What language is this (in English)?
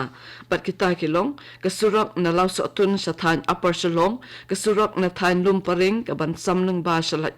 Khasi